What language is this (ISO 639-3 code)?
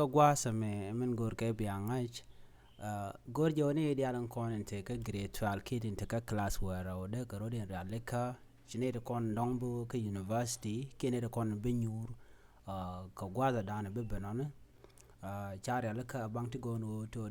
nus